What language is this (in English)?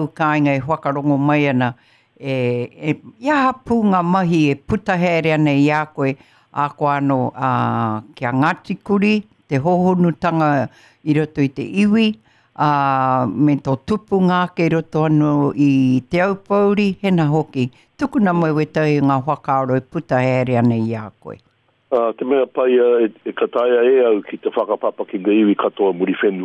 Māori